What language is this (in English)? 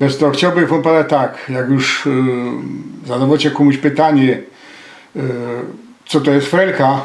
Silesian